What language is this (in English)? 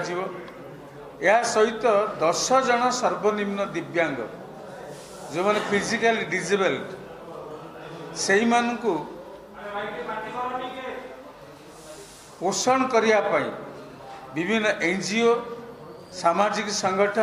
Odia